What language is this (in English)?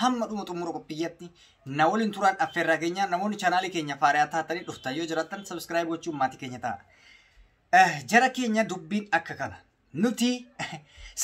Oromo